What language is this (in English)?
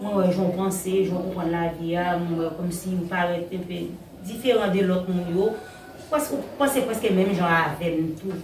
Haitian Creole